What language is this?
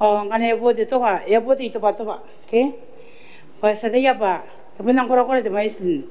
Gilbertese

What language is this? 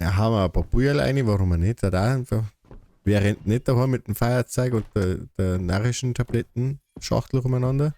Bavarian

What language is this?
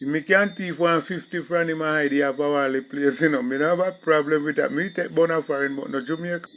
Jamaican Creole English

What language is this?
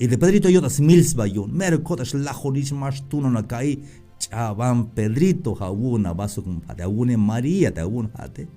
Tzeltal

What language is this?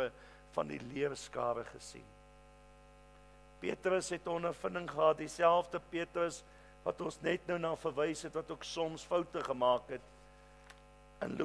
Afrikaans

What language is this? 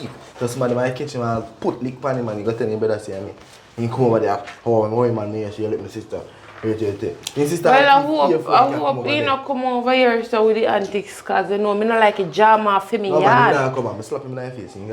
Jamaican Creole English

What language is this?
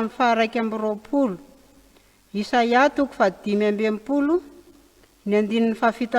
Malagasy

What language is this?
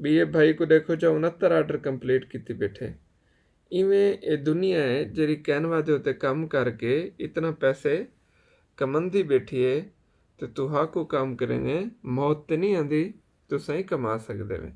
Saraiki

